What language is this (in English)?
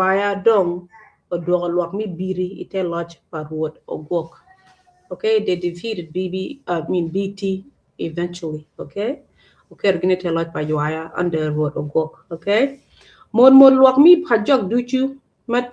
Acoli